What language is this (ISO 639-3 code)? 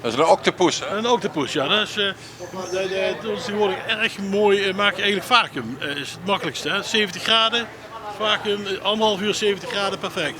lim